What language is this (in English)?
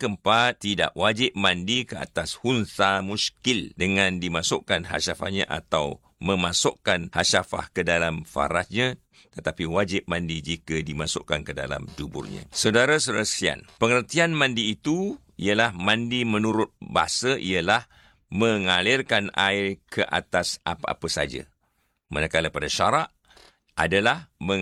Malay